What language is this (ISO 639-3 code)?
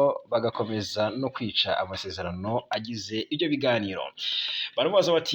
kin